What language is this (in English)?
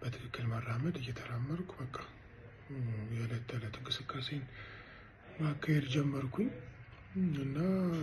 Amharic